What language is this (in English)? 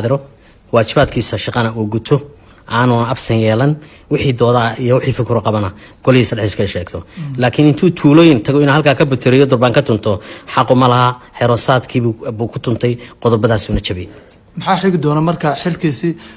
Somali